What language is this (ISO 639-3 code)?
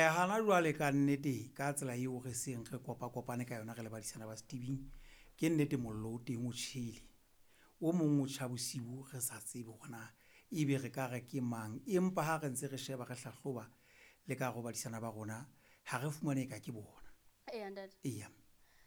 sot